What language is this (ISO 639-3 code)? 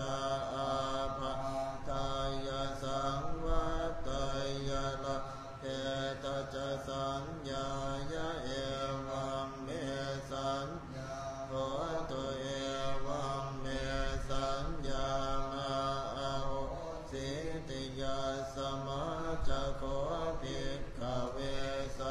pli